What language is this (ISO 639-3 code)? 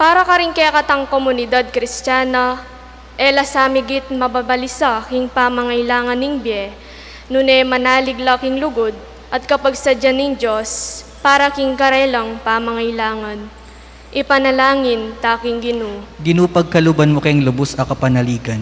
pam